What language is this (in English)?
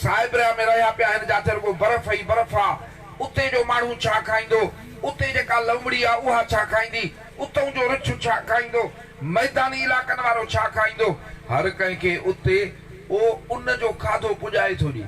Sindhi